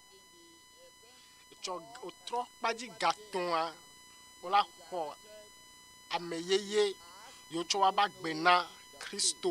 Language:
Ewe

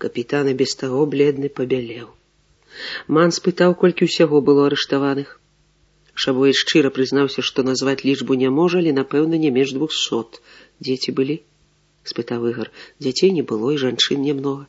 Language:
Belarusian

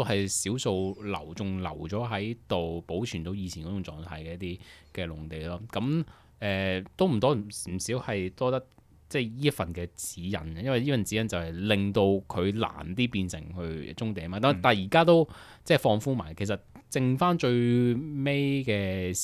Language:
Cantonese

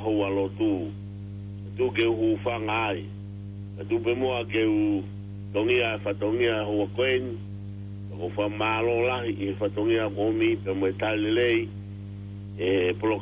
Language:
Tongan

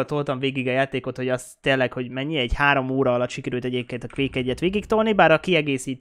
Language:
Hungarian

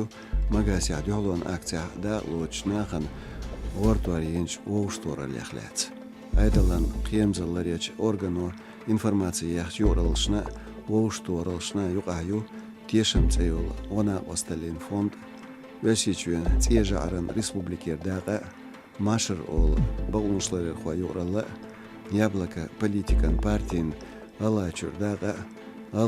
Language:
Chechen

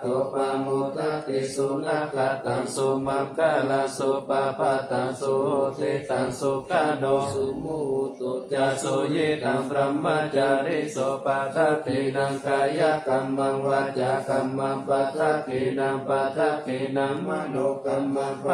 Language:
Pali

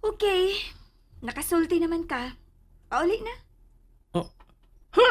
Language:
Cebuano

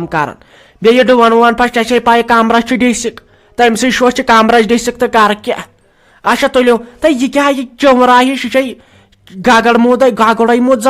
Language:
Kashmiri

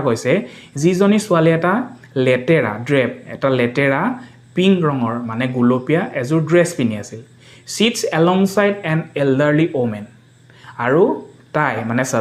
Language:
Assamese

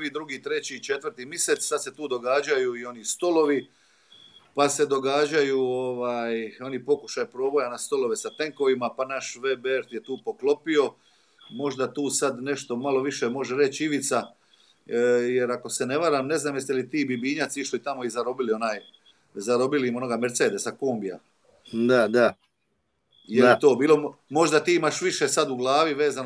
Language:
Croatian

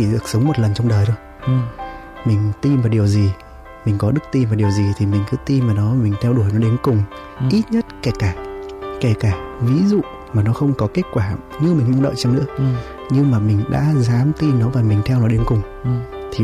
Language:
Vietnamese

